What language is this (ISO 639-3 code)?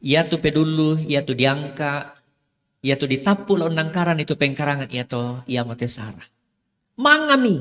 sda